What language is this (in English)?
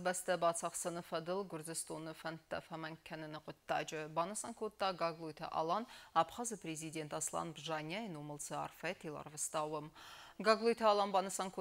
Ossetic